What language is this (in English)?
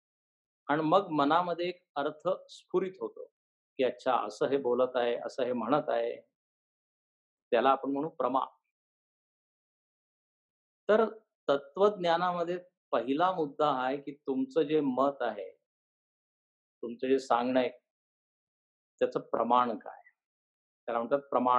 Marathi